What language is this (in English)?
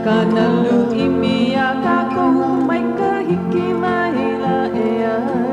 Hawaiian